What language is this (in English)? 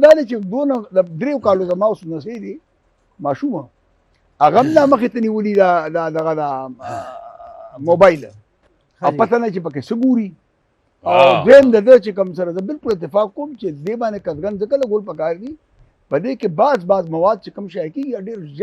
Pashto